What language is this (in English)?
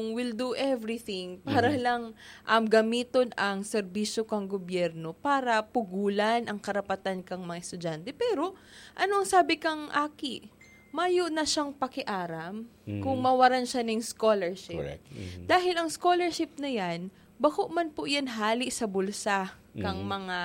Bikol